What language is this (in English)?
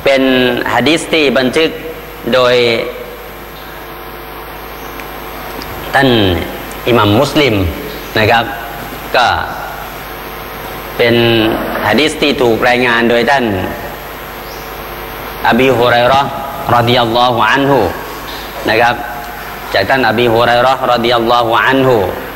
Thai